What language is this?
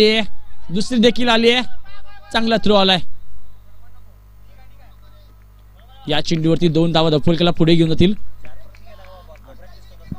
Marathi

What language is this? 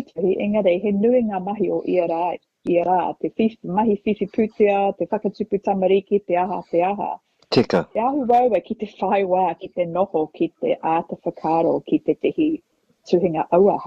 Māori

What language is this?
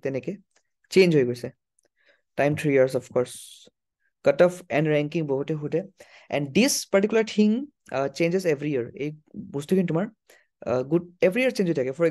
Assamese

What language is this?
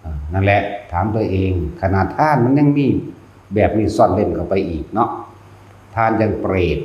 Northeastern Thai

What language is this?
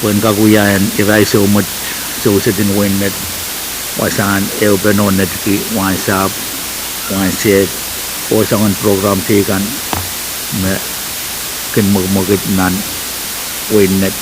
Pohnpeian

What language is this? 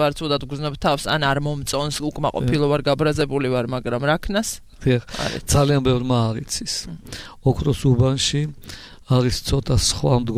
Georgian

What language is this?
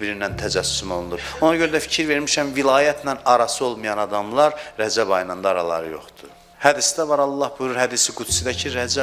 Azerbaijani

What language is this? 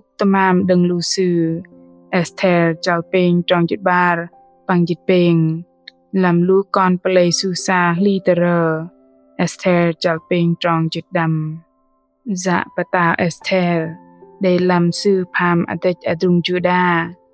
Bahnar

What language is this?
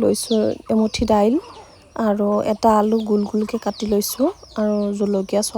Assamese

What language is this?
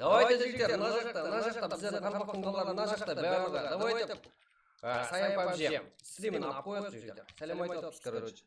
Kara-Kalpak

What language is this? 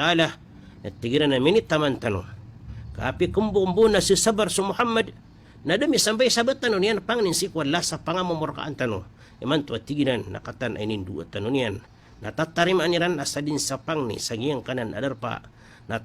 Maranao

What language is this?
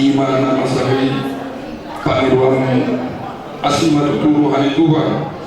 Batak Toba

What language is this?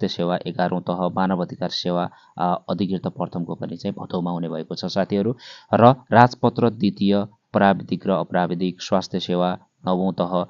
Nepali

